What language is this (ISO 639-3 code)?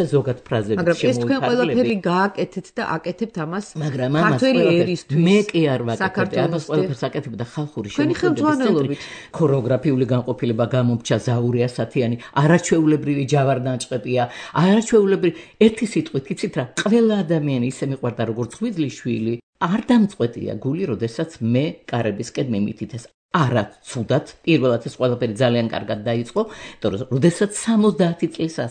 kat